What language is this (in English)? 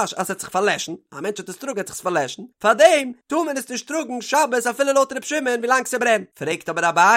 Yiddish